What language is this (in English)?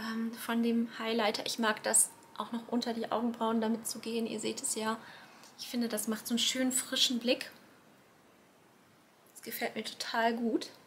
German